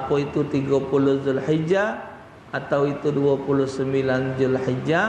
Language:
Musi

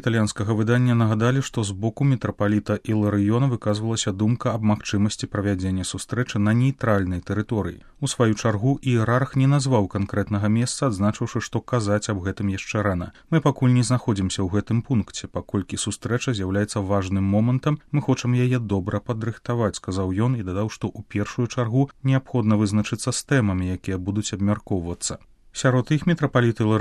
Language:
Belarusian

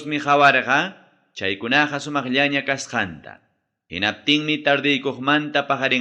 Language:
Ayacucho Quechua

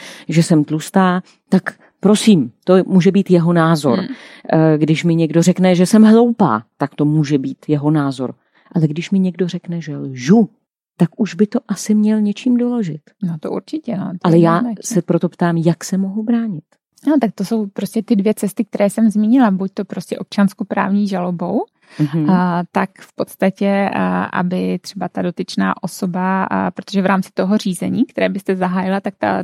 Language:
Czech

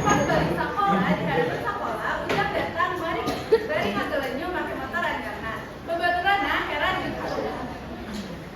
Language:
Sundanese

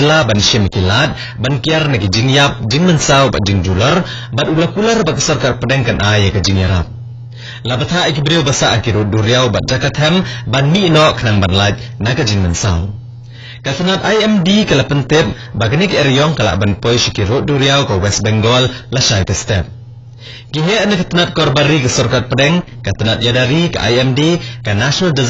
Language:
Khasi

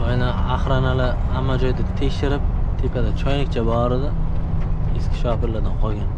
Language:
Uzbek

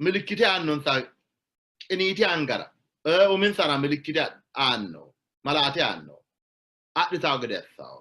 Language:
Sidamo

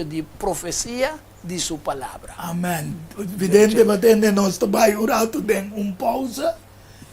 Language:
Papiamento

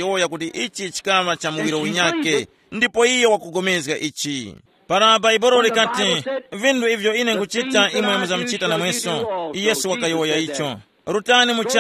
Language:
Tumbuka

